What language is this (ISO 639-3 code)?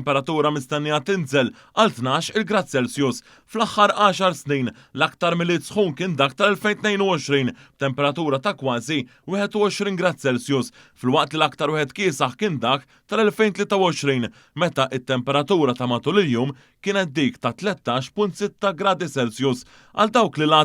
mlt